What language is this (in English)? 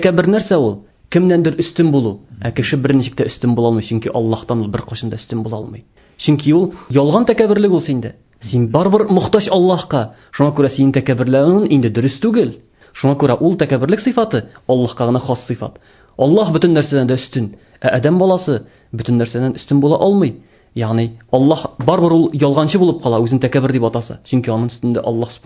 Tatar